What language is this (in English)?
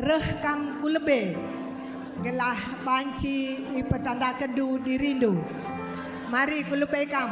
Batak Karo